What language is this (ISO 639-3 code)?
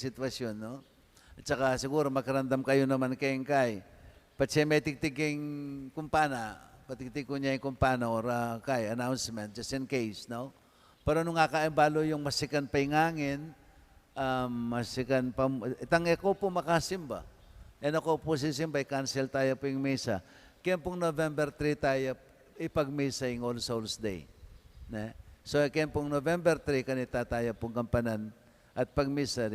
pam